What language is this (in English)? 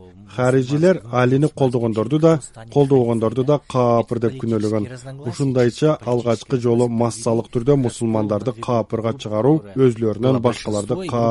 Kyrgyz